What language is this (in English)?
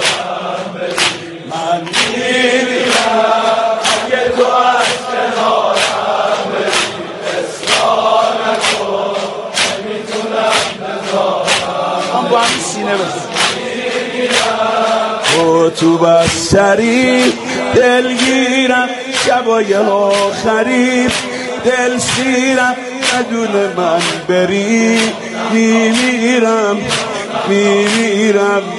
Persian